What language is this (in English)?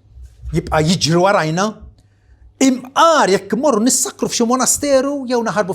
Maltese